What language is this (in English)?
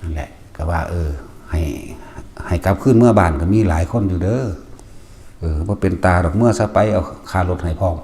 Northeastern Thai